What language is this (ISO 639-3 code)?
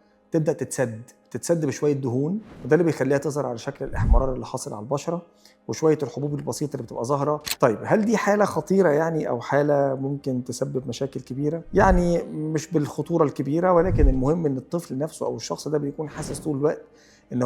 arz